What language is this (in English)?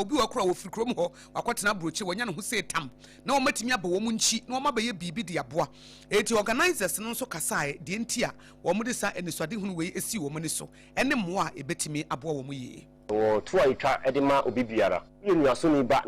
Akan